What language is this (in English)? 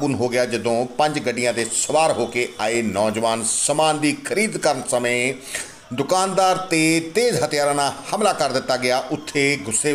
Punjabi